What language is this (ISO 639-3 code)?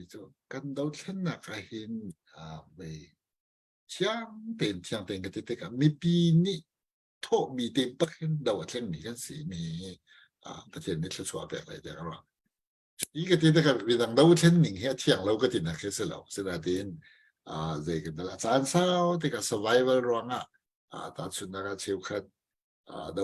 cnh